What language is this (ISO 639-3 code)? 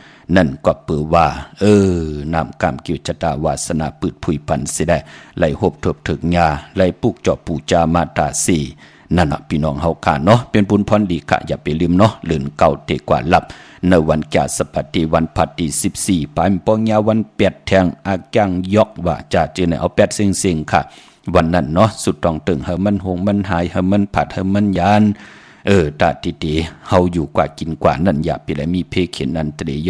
shn